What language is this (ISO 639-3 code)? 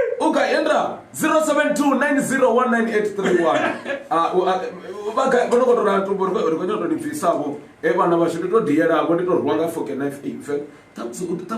ven